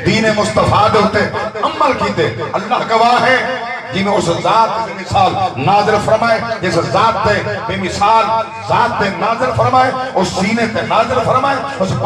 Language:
Saraiki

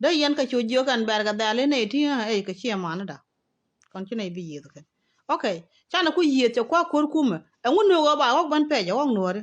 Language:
Nuer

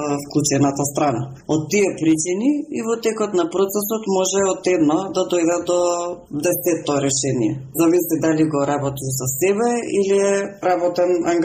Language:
Macedonian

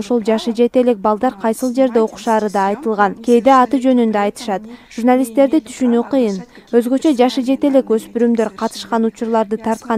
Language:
Kyrgyz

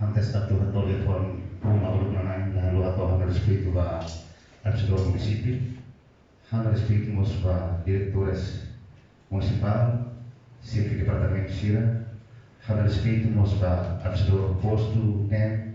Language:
Tetum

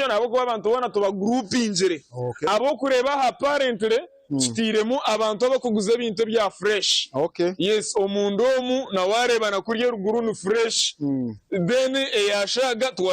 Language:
Nyankole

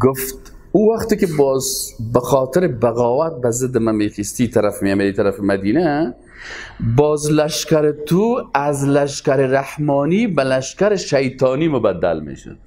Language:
Persian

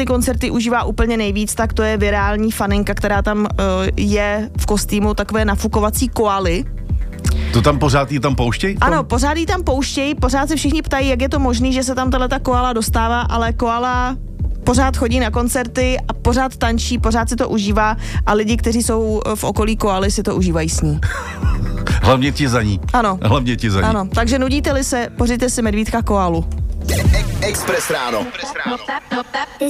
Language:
Czech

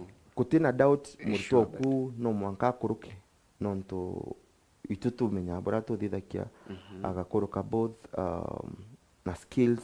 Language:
Meru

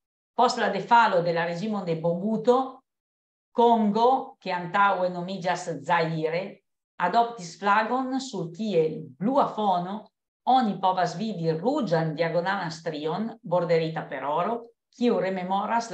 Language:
Esperanto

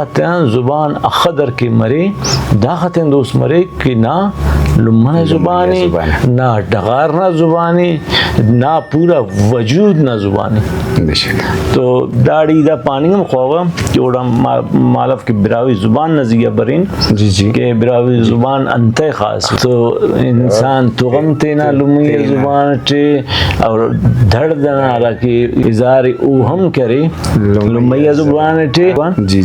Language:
Brahui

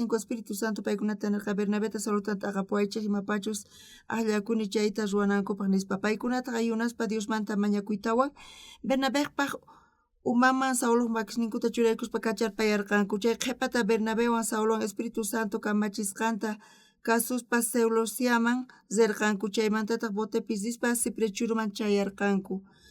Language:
South Bolivian Quechua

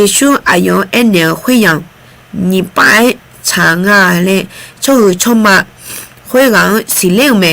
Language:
Akha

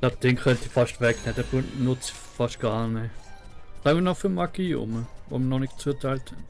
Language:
Swiss German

